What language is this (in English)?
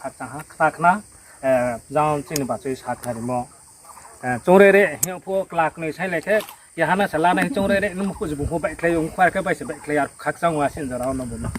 Riang (India)